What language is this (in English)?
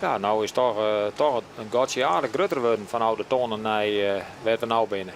Western Frisian